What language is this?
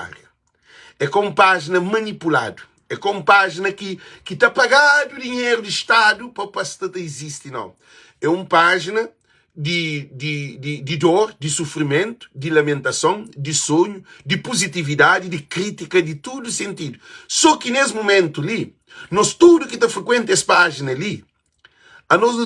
Kabuverdianu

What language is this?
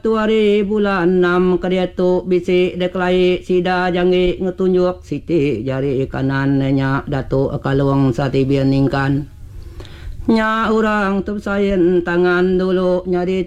Iban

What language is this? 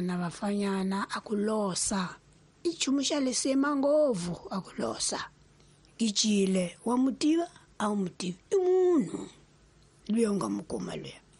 Tsonga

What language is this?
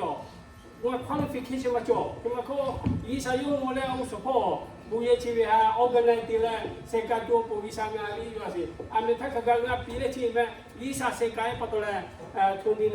Lahu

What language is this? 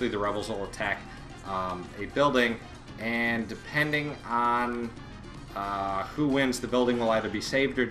English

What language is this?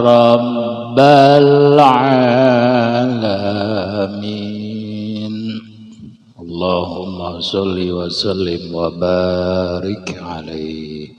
Sundanese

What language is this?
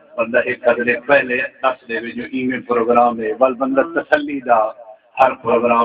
Saraiki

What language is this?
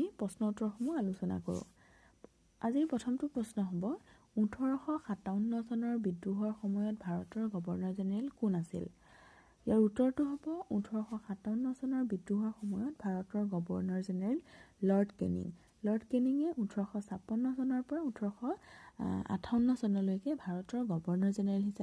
Assamese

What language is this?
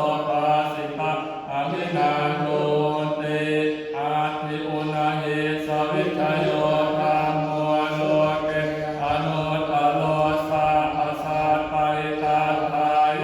Pali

